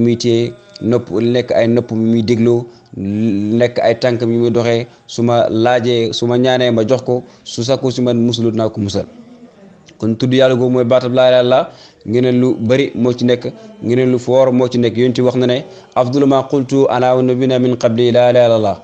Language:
Wolof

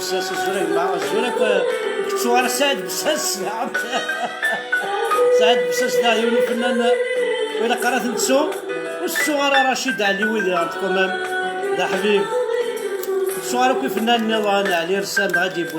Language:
Kabyle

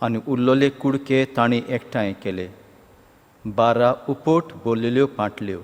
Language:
Konkani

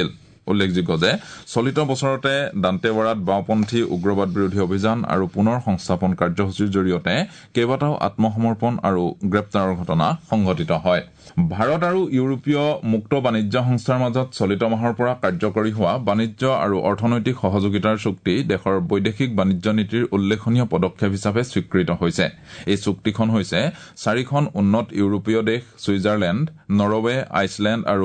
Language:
Assamese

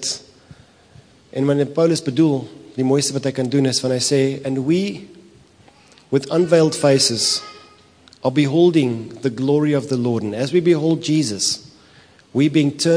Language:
Afrikaans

